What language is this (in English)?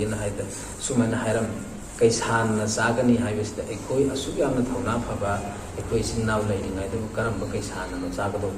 Manipuri